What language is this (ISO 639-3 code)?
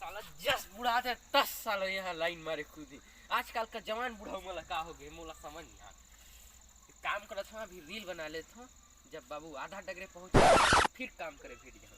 hne